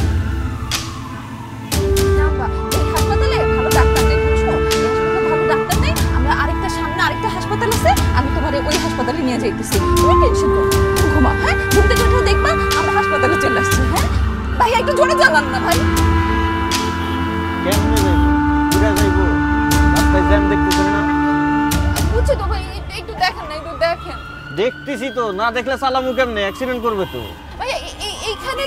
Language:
Bangla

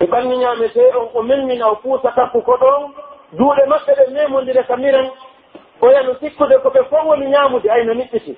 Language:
Pular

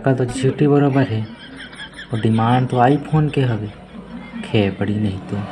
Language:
Chhattisgarhi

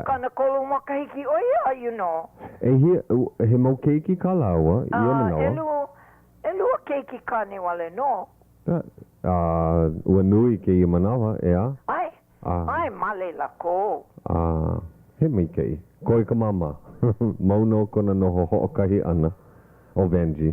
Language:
Hawaiian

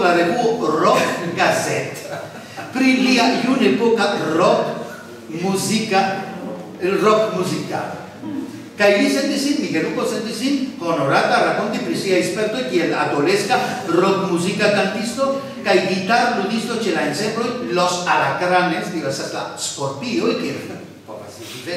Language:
Esperanto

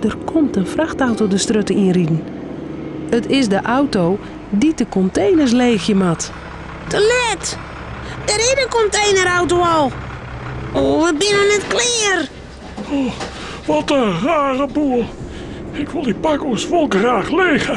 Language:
Western Frisian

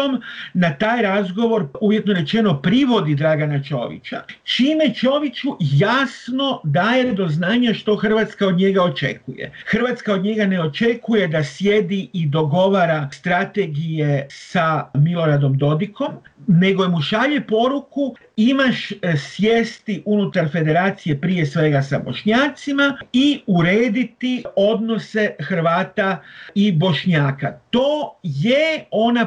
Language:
Croatian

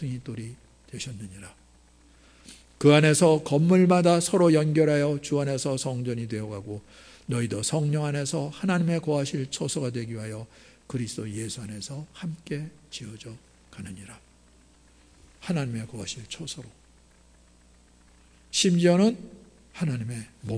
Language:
Korean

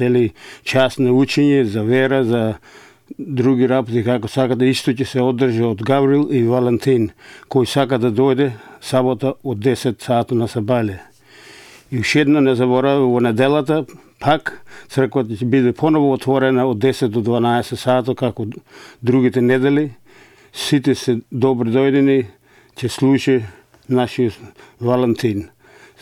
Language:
Macedonian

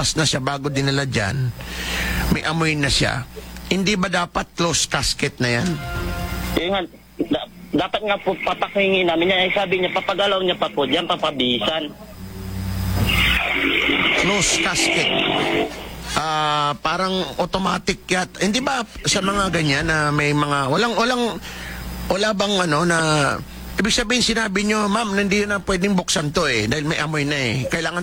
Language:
Filipino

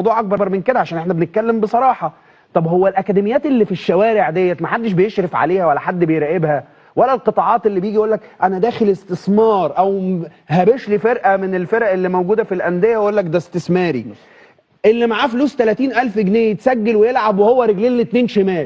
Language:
Egyptian Arabic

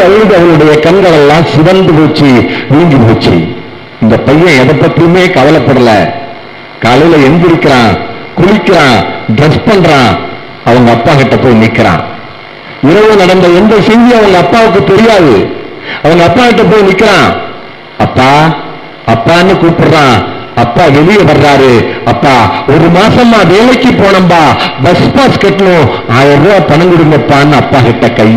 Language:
Tamil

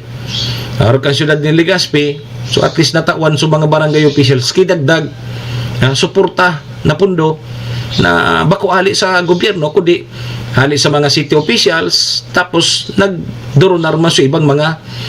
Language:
Bikol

